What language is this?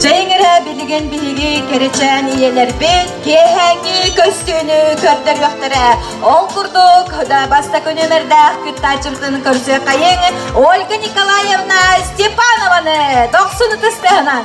Yakut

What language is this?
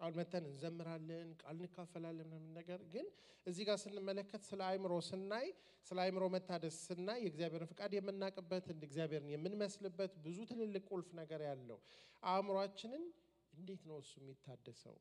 Amharic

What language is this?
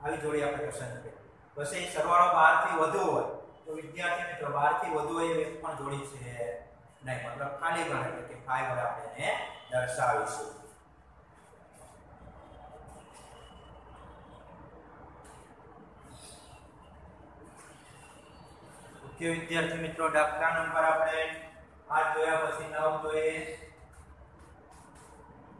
Gujarati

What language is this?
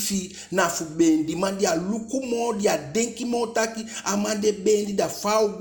Eastern Maroon Creole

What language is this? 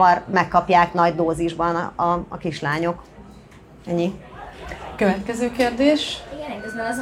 Hungarian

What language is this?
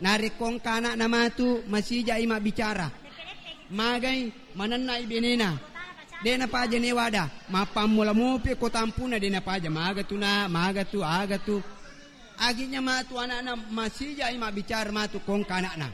Buginese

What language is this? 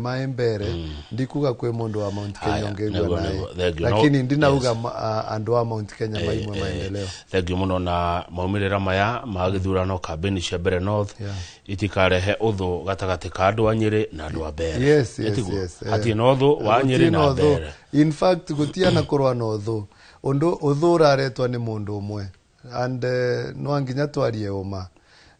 Kikuyu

